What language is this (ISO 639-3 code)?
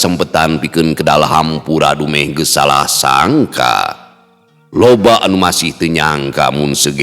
sun